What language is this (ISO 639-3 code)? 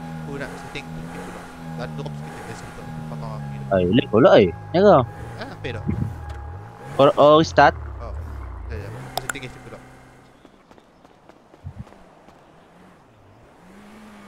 msa